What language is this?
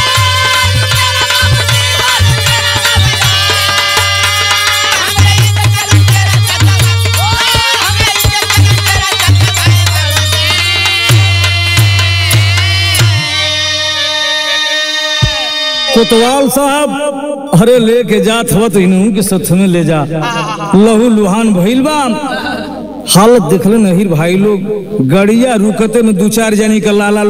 Bhojpuri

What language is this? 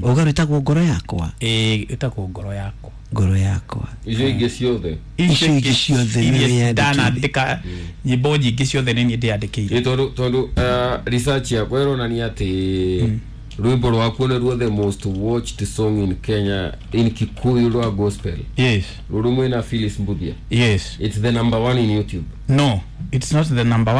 Kikuyu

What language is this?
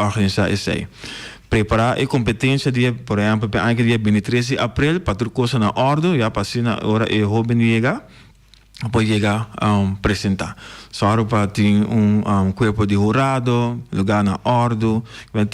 Papiamento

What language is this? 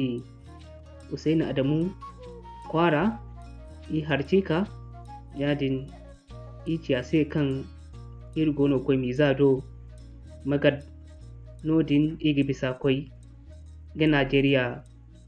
Zarma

